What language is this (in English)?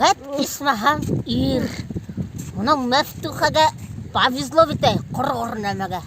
Bashkir